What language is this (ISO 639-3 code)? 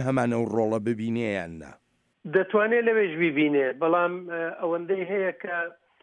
ckb